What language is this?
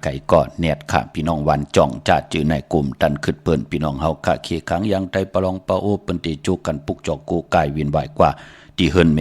Shan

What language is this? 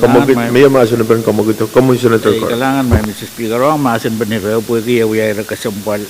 Pohnpeian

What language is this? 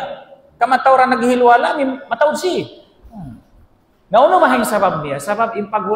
Tausug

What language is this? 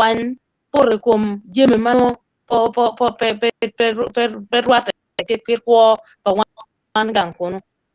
Acoli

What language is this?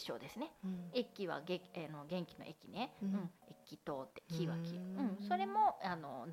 Japanese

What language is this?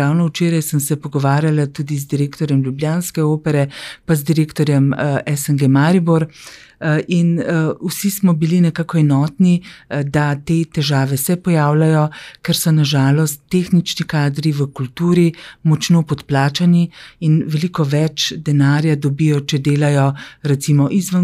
Slovenian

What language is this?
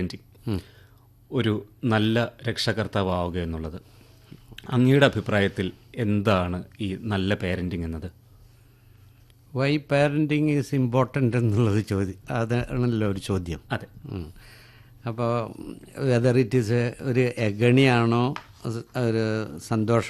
Malayalam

